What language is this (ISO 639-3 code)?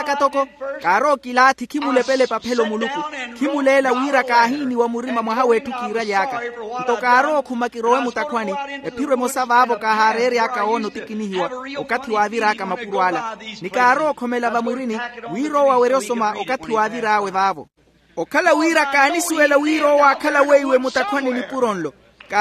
vmw